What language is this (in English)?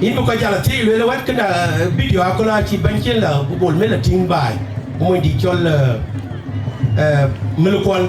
Dinka